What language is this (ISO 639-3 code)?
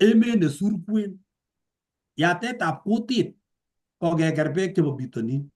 kln